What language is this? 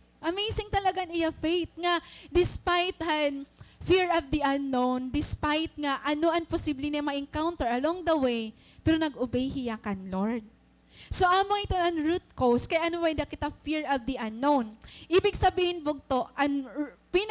Waray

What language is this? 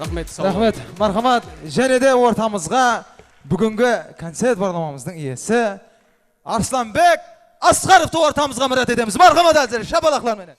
Kara-Kalpak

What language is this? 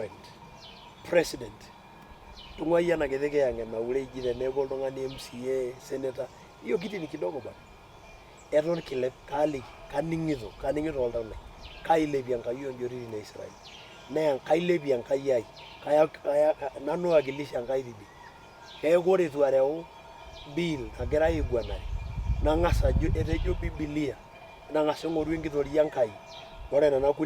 Masai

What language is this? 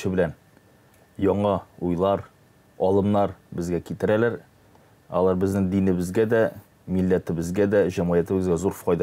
Tatar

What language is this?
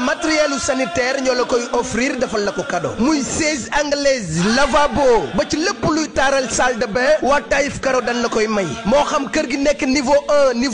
Wolof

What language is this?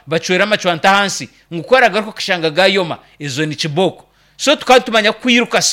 Nyankole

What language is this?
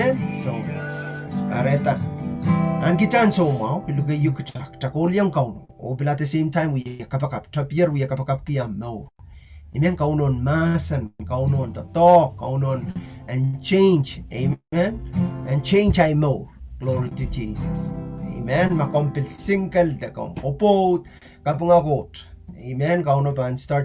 Pohnpeian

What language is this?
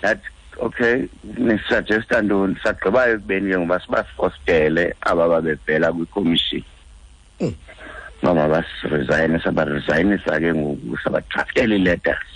Xhosa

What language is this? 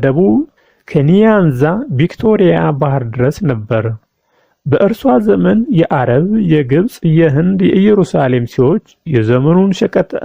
Amharic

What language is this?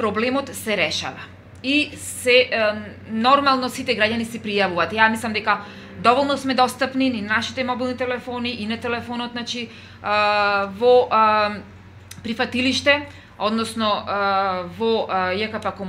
Macedonian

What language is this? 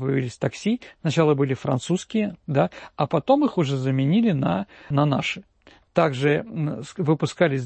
Russian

